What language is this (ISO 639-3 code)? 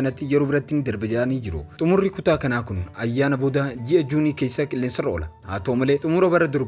orm